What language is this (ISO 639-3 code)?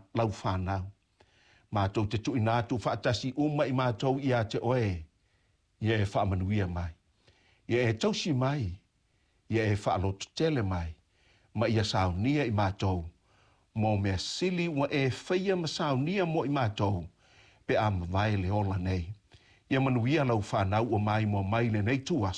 smo